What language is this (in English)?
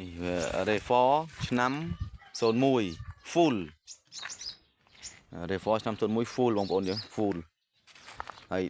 Khmer